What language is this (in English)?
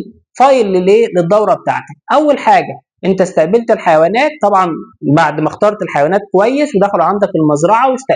Egyptian Arabic